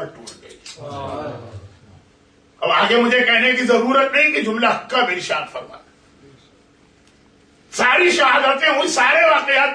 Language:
Urdu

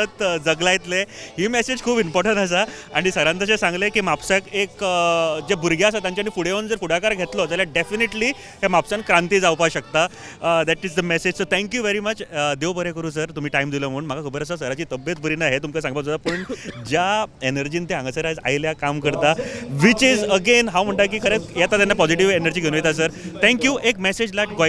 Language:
Konkani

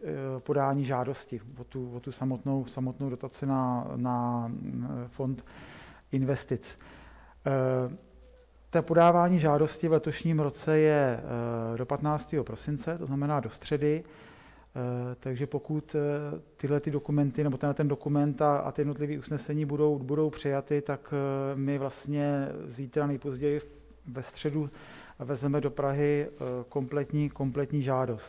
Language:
Czech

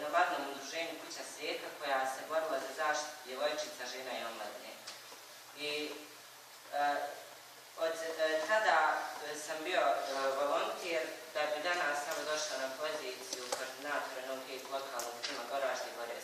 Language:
Bosnian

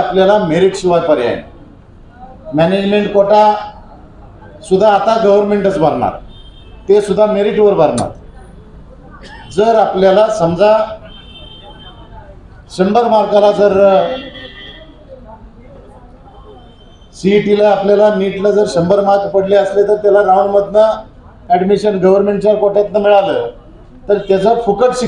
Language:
Marathi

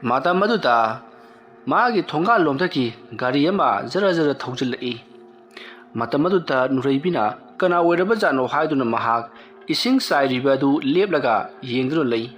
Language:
Manipuri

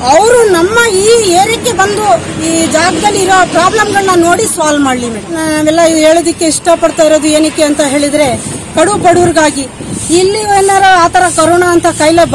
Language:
Kannada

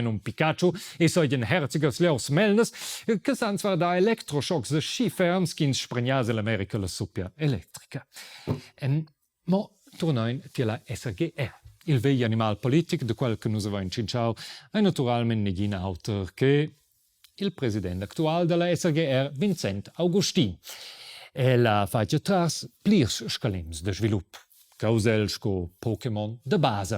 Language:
Romansh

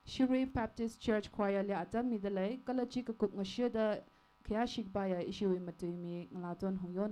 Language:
Tangkhul Naga (India)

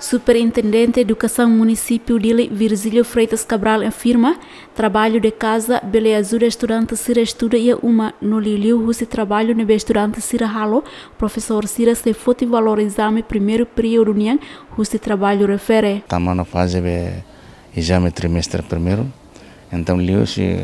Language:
Tetum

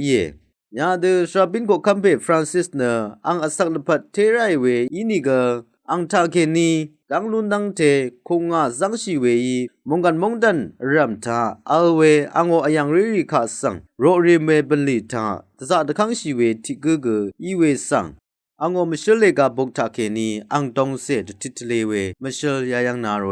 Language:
Rawang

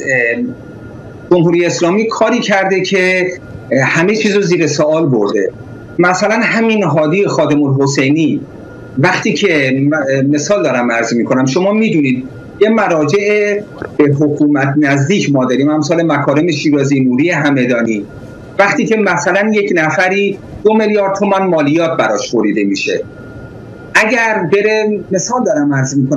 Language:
Persian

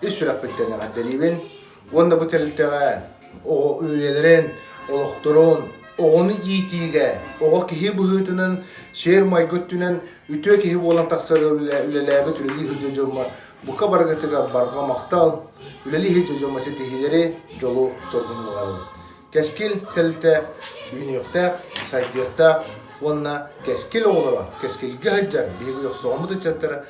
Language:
Yakut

